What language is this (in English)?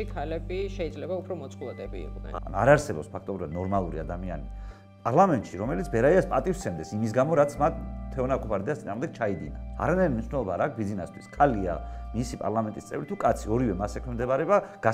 Georgian